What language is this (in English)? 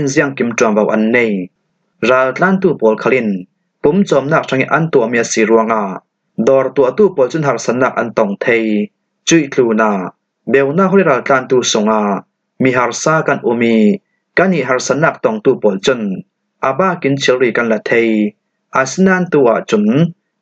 Falam Chin